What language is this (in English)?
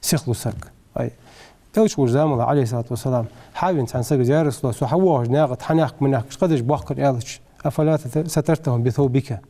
Ingush